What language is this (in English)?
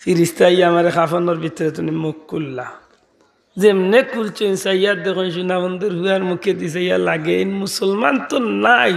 Sylheti